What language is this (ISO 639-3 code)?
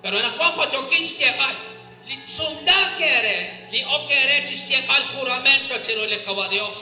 kek